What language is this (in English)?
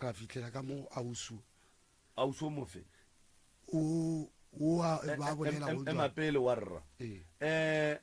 Northern Sotho